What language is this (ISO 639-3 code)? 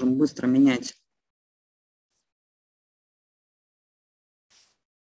rus